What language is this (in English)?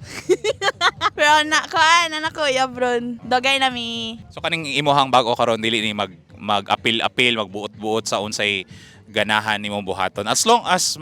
Cebuano